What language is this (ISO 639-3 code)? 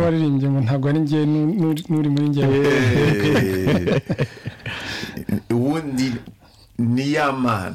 kin